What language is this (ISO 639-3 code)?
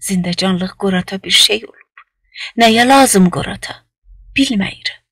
azb